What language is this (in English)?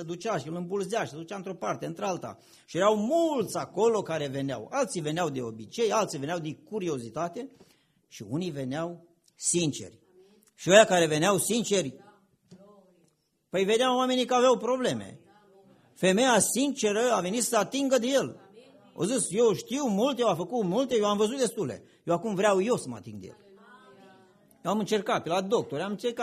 Romanian